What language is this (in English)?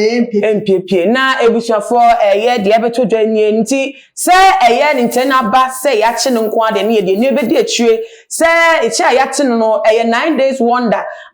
Akan